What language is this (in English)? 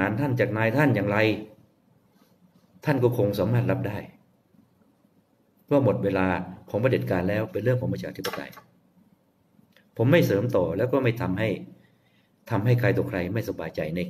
Thai